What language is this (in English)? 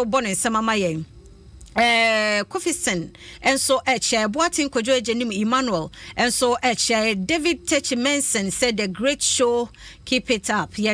Akan